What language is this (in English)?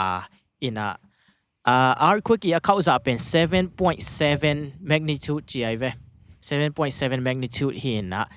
Tedim Chin